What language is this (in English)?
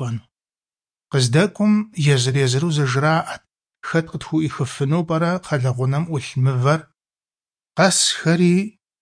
Kabardian